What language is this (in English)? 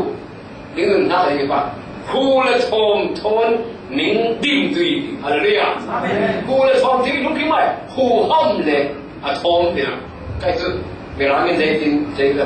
Falam Chin